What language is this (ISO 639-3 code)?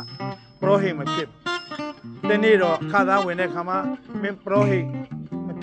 mya